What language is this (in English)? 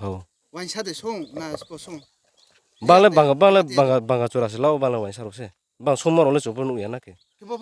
Riang (India)